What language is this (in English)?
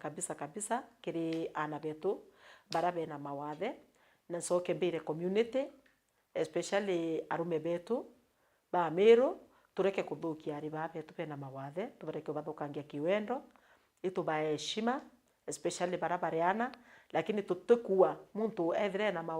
Meru